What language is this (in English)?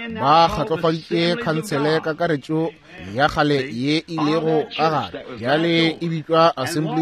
Northern Sotho